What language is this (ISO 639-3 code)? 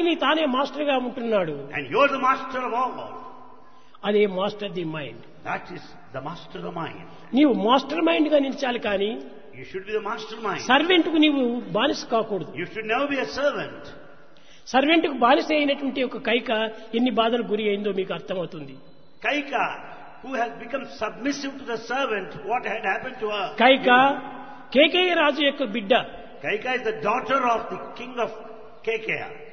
tel